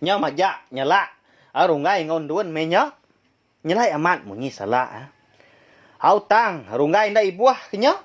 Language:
Iban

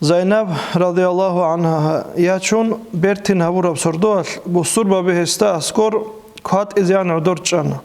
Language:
Avaric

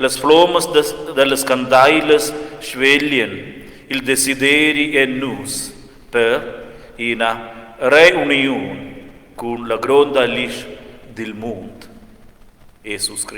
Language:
Romansh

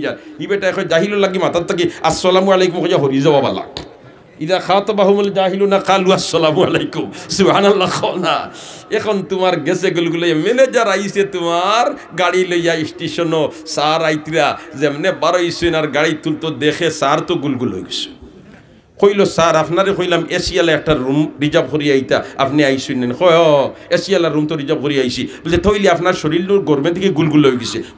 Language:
Sylheti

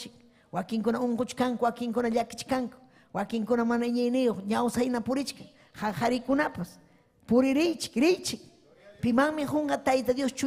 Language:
Ayacucho Quechua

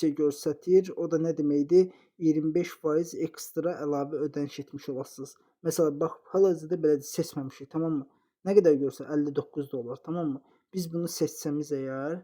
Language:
Azerbaijani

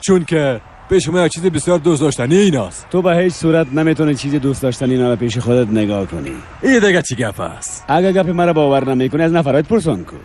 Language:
Persian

